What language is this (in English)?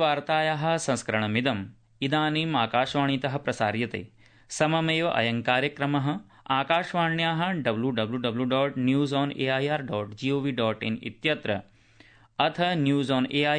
Sanskrit